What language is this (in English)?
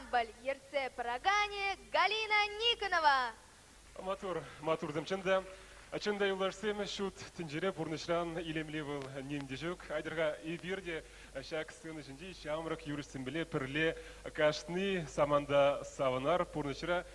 Chuvash